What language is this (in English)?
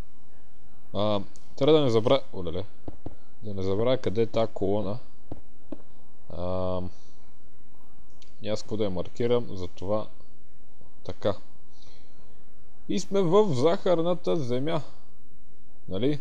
Bulgarian